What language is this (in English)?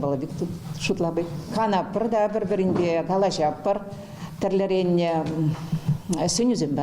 Chuvash